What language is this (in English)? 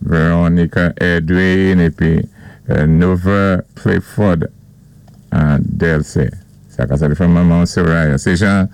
Saint Lucian Creole French